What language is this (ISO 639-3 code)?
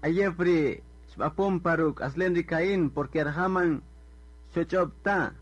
cak